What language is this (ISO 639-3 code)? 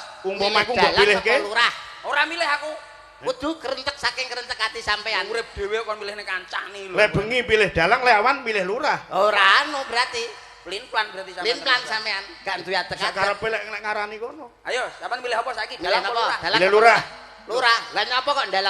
jav